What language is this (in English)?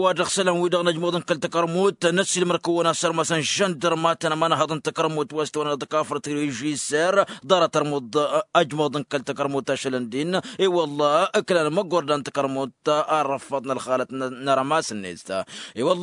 Tamasheq